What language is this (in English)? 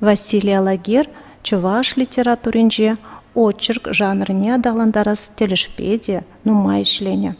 Chuvash